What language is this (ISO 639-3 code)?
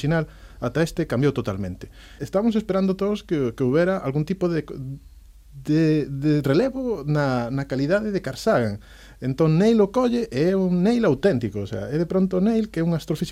glg